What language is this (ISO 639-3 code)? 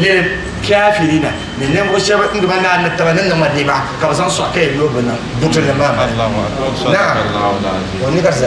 dag